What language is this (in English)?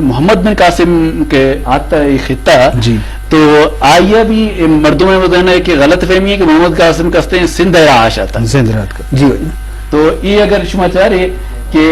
Eastern Balochi